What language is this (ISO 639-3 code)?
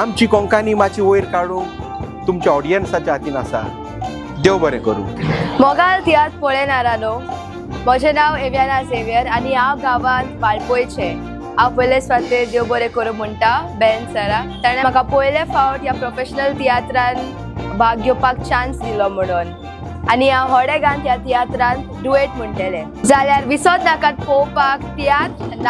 kok